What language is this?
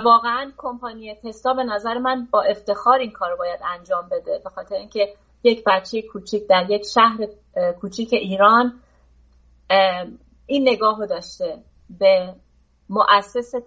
Persian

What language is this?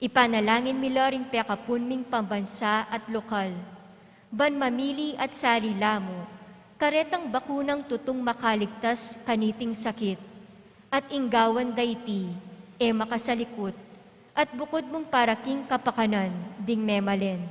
Pampanga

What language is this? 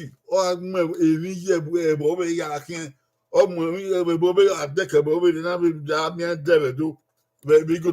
Bini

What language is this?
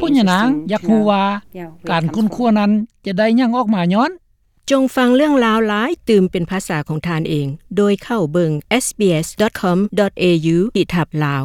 Lao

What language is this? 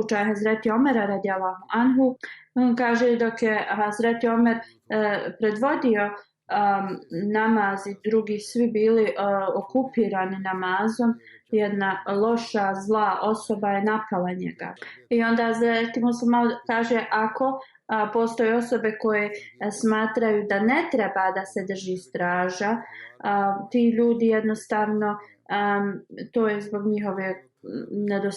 Bosnian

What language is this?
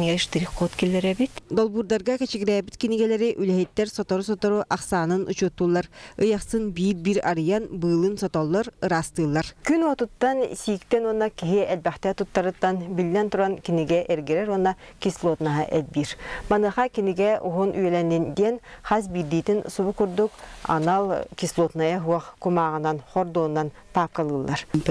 Yakut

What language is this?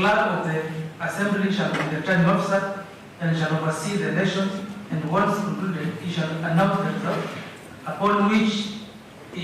Kamba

